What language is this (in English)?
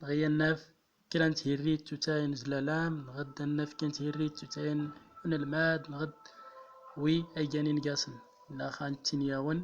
Central Atlas Tamazight